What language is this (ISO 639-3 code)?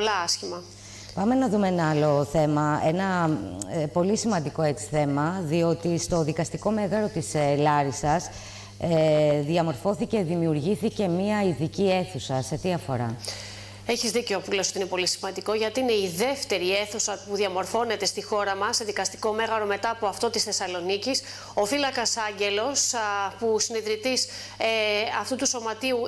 ell